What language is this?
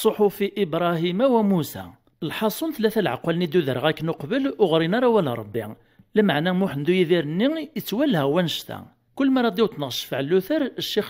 Kabyle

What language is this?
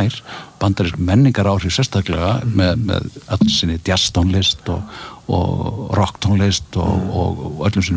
Icelandic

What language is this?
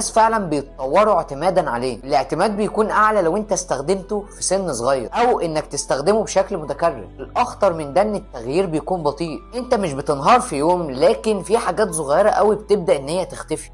Egyptian Arabic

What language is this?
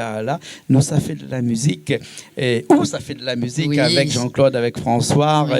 Réunion Creole French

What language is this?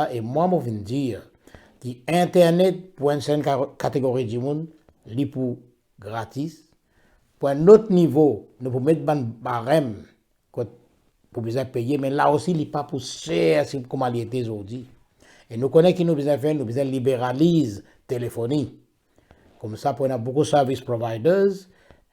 Morisyen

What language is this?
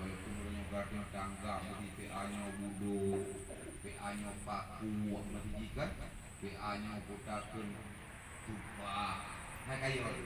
Achinese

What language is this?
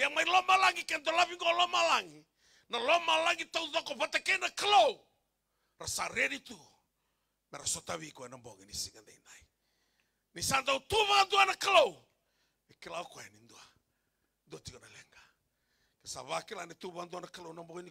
Fijian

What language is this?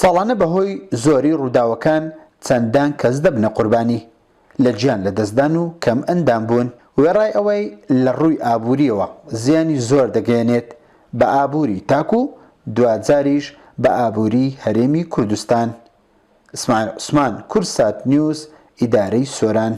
Central Kurdish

